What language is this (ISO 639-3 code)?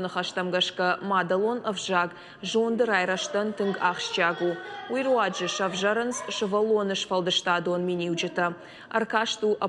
oss